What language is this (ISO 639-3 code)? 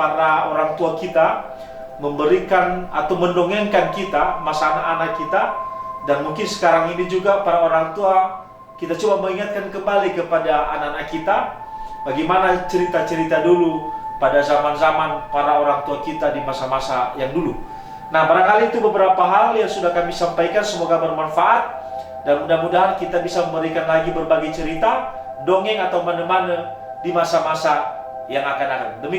nia